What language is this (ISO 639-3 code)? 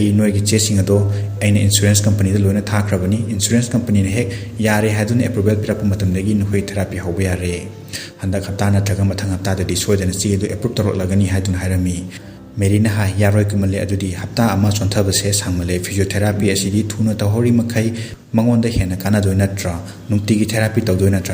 mni